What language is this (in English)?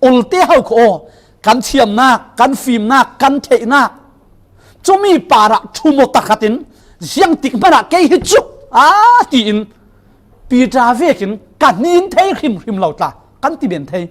Falam Chin